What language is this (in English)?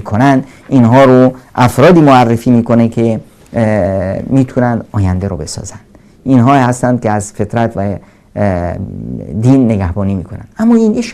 Persian